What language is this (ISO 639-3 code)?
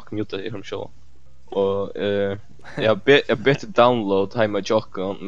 fao